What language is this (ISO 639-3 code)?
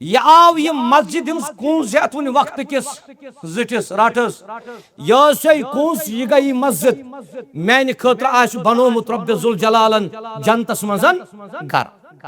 kas